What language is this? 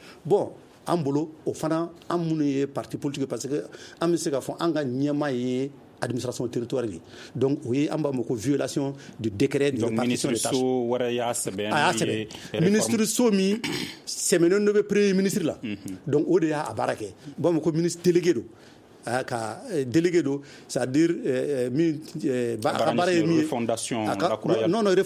Bambara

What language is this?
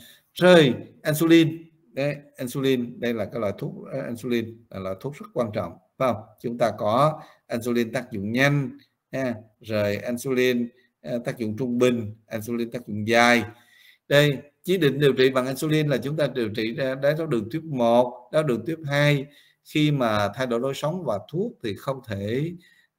Vietnamese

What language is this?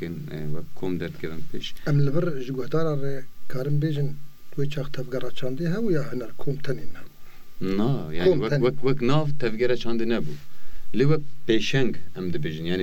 Kurdish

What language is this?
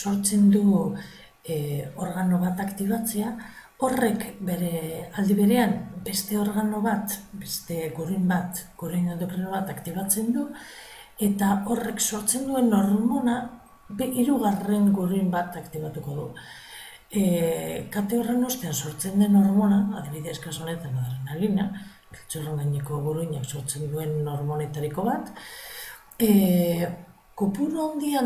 Basque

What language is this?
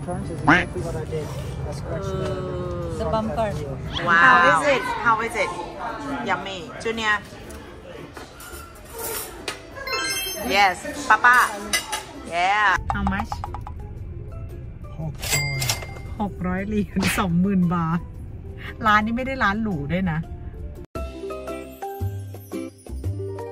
Thai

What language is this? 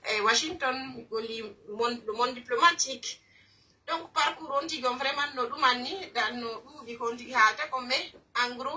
Pular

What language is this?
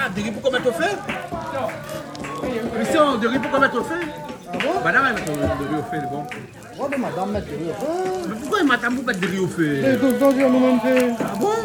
Réunion Creole French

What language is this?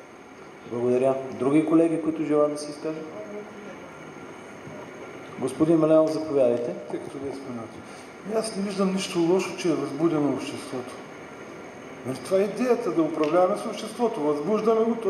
Bulgarian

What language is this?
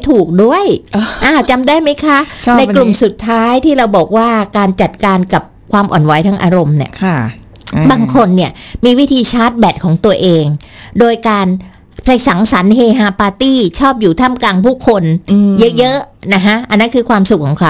Thai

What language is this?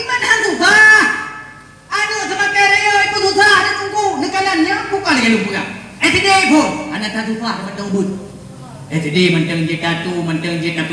Achinese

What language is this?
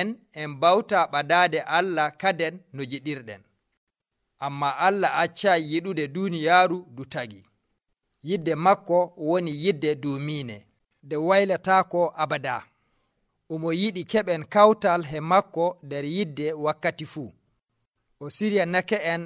Nigerian Fulfulde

